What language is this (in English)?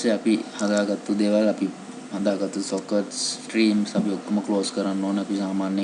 Sinhala